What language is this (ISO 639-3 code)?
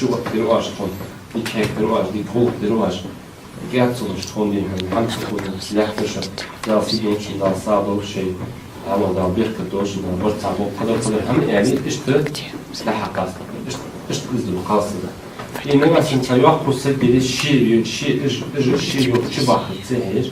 inh